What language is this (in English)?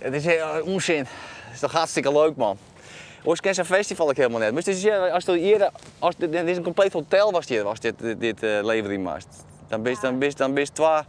Western Frisian